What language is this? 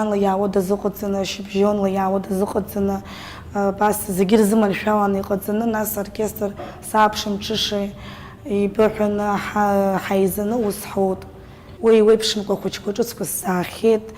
Abkhazian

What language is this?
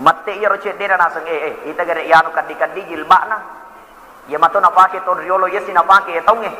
Buginese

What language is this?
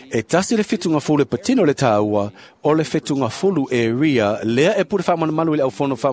Samoan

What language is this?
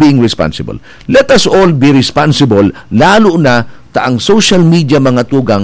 Bikol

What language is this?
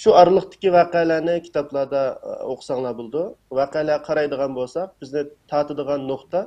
Uyghur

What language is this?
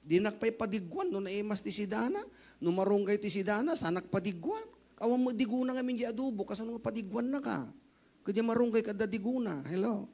Iloko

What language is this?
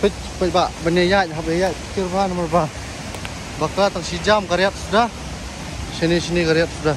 Khasi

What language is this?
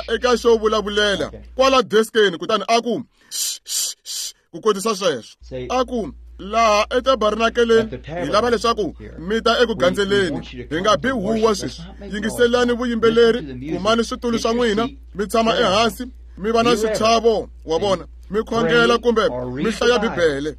Tsonga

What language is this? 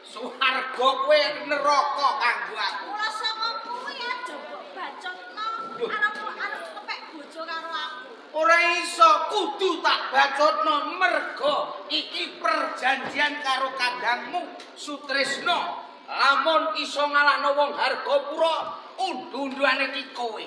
Javanese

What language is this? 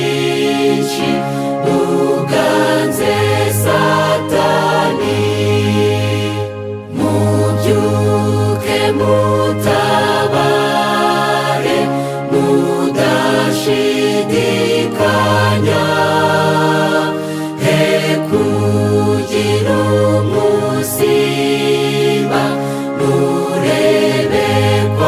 Kinyarwanda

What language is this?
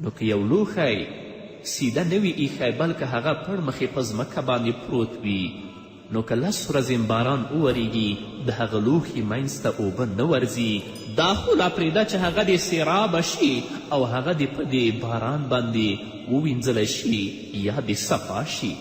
Pashto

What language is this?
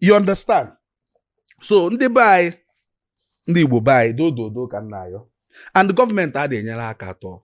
Igbo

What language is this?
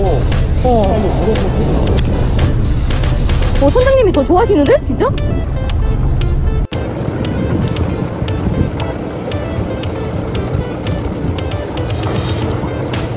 Korean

